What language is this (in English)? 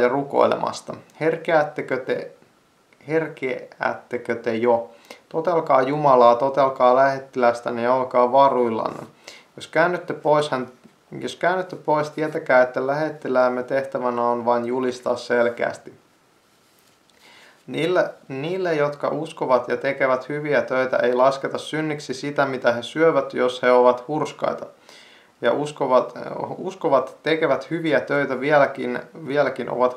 Finnish